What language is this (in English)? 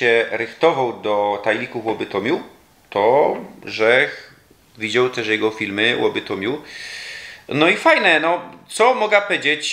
Silesian